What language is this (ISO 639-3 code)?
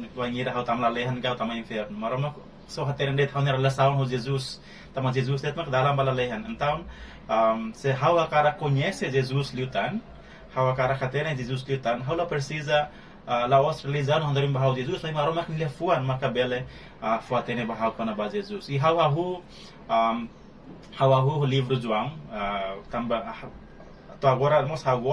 tet